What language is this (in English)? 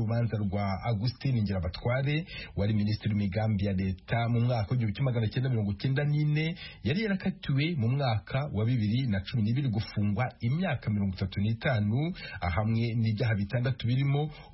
Kinyarwanda